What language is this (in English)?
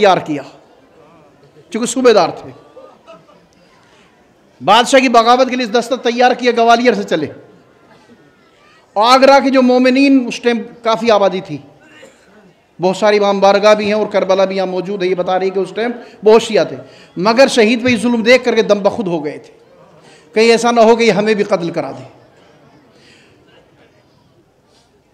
Hindi